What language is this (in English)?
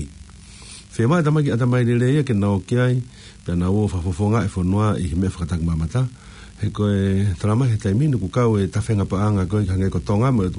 Tongan